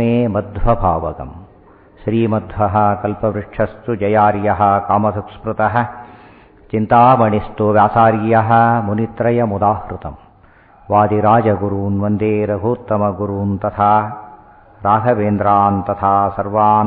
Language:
Kannada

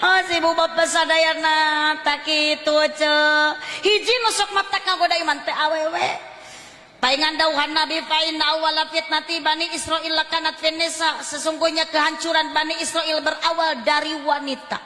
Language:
Sundanese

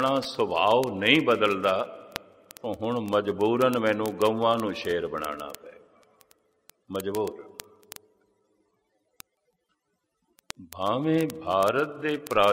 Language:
Punjabi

